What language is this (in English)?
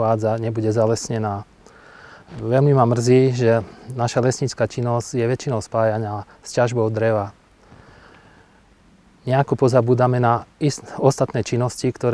Slovak